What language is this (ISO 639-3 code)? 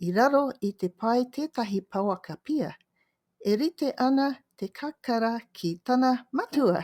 mri